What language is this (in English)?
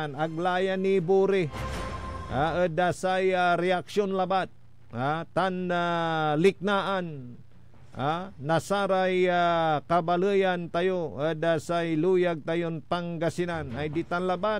Pangasinan